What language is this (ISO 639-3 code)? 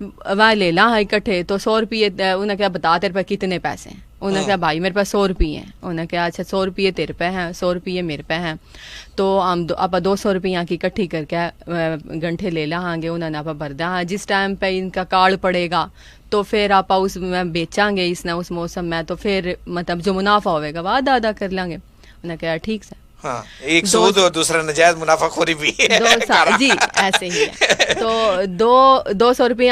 bgc